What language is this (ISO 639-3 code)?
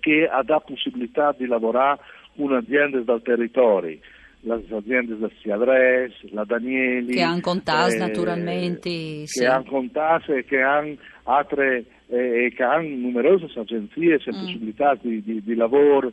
fur